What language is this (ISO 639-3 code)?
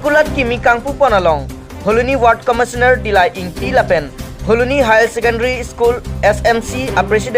mjw